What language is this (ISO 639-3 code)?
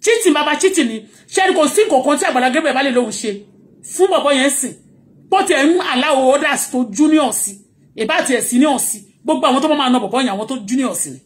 yor